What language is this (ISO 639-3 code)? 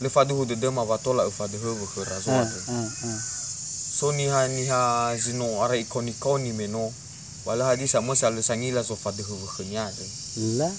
nia